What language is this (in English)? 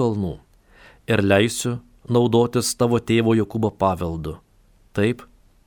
Lithuanian